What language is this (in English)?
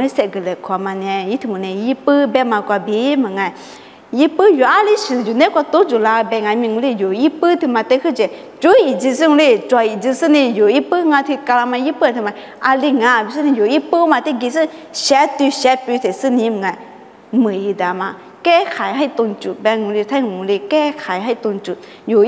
Lisu